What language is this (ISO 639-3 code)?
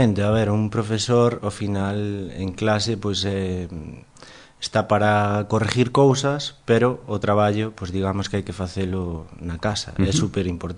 glg